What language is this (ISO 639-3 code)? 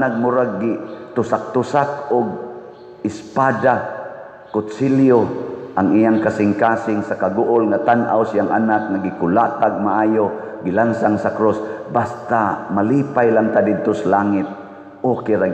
ceb